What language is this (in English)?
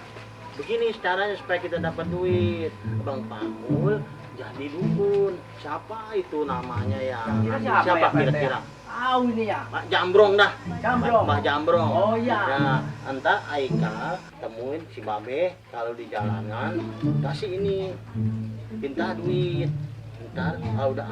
Betawi